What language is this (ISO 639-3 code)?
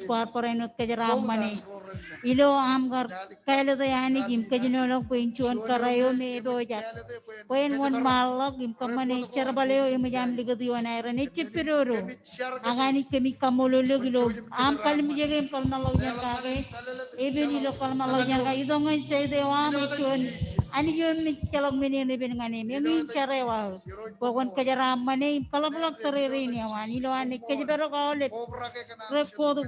mah